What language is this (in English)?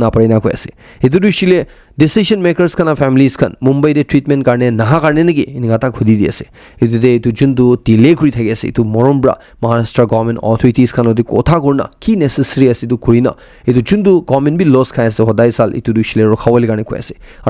Naga Pidgin